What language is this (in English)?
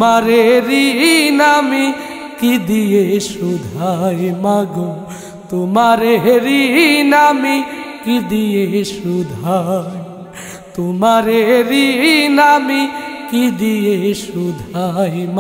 Bangla